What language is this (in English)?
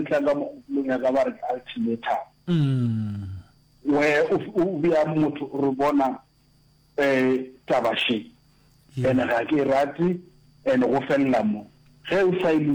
Northern Sotho